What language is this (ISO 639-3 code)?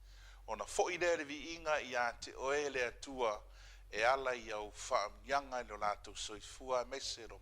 smo